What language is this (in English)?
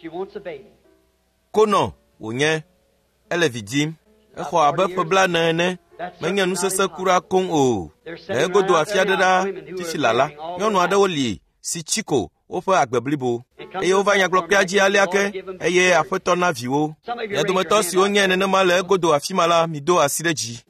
Ewe